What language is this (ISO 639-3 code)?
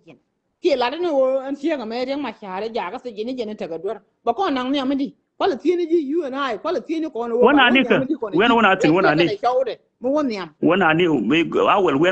nus